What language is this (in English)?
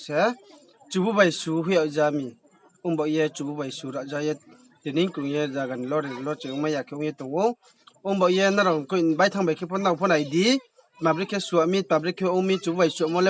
Riang (India)